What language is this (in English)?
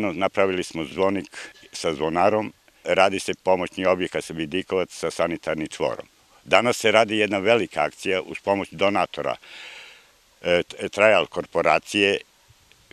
Serbian